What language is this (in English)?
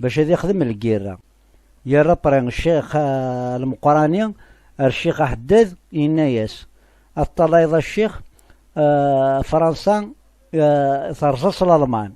Kabyle